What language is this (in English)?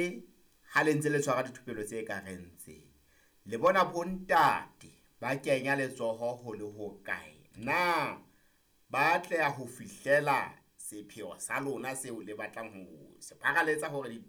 Southern Sotho